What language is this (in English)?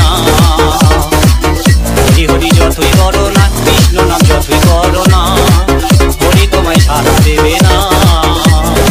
Bangla